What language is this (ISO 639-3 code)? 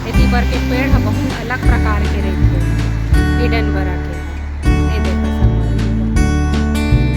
hne